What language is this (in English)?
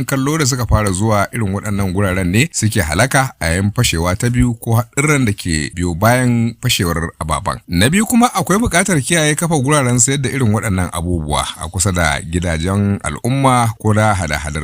Hausa